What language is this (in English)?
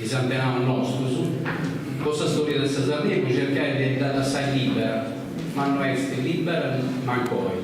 Sardinian